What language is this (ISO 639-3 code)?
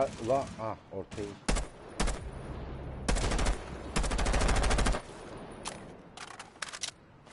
tur